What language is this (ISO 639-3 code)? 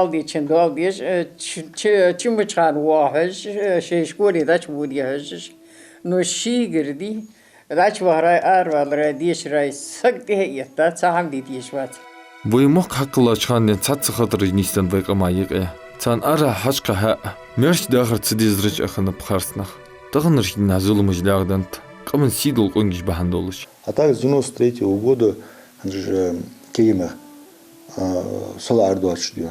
inh